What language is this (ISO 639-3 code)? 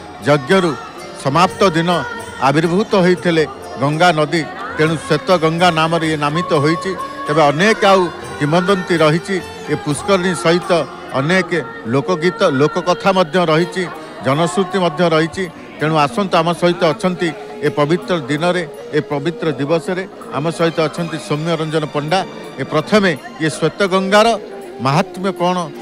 ori